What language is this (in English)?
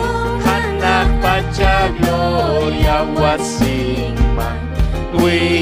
Ayacucho Quechua